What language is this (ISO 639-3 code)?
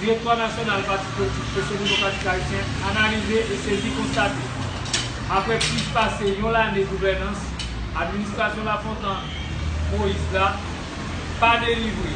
hat